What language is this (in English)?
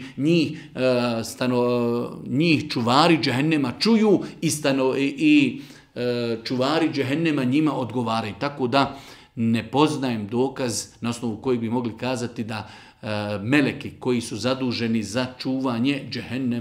Bosnian